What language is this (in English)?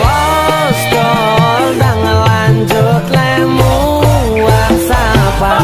Betawi